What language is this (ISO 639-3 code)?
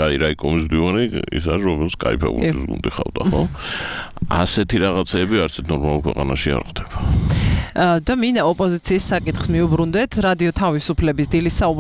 kat